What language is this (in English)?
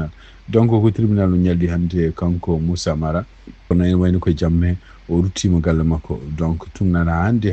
Fula